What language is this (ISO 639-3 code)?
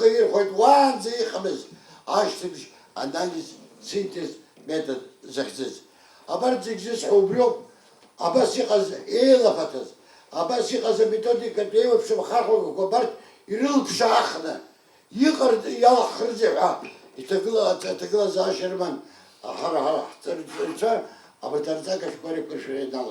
abk